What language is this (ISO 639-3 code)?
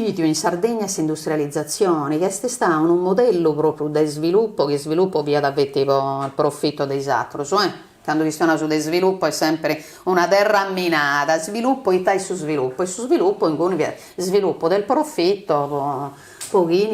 srd